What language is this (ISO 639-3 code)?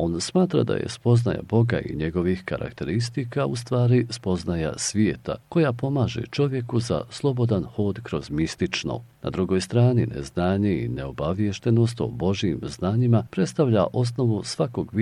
bos